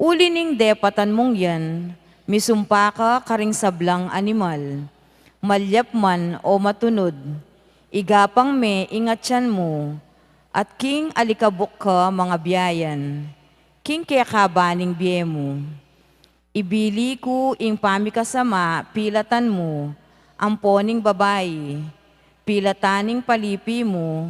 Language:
Pampanga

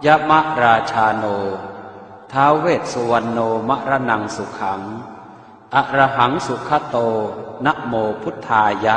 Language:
Pali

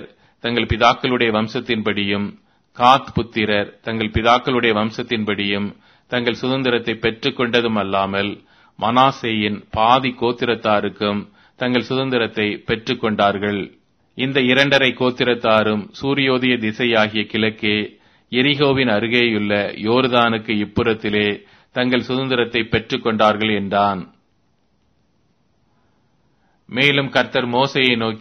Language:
Tamil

